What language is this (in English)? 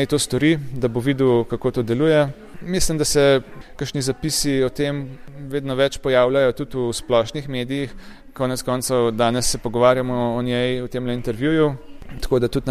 Slovenian